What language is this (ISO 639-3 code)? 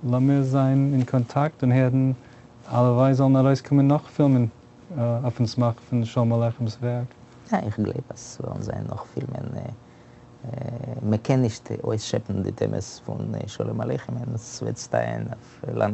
yid